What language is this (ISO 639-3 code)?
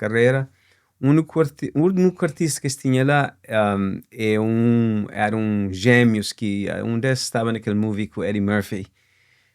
kea